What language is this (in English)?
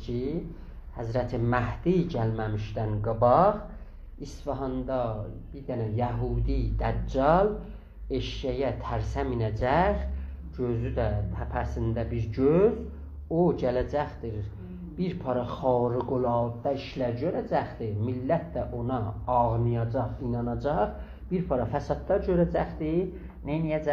South Azerbaijani